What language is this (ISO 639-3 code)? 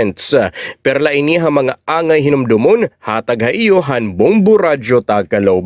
war